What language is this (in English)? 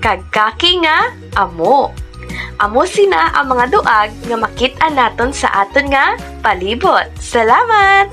Hiligaynon